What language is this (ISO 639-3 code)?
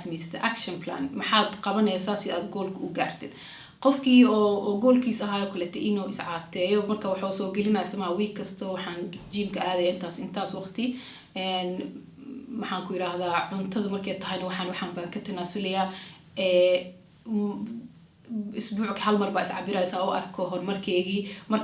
som